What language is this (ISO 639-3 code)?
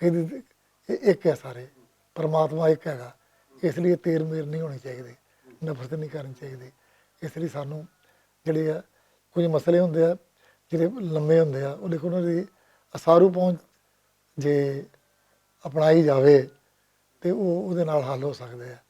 lah